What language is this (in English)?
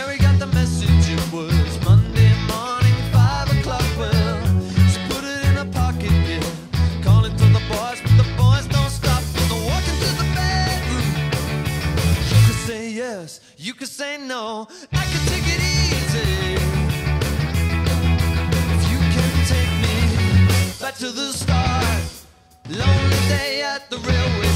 English